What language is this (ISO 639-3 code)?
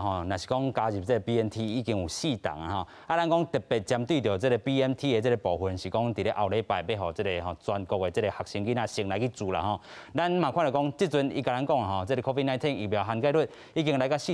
nan